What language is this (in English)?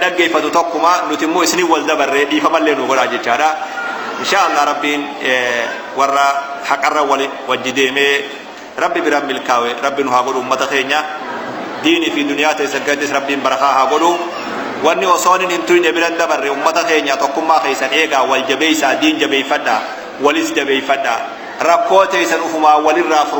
Oromo